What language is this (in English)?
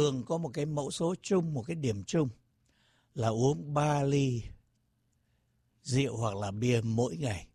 Vietnamese